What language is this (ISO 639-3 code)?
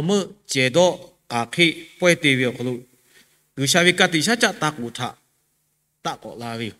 lhu